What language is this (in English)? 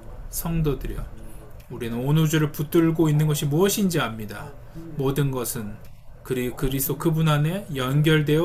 Korean